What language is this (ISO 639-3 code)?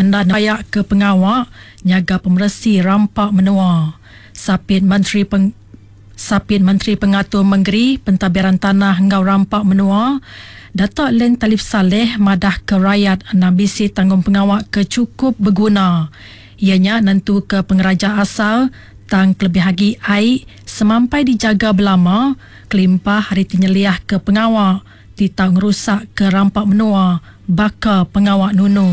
iba